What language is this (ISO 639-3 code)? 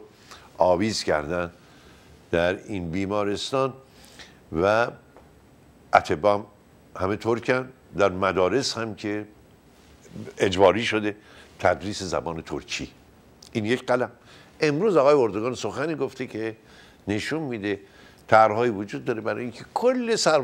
fas